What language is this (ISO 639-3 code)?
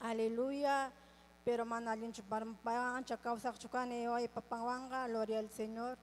quy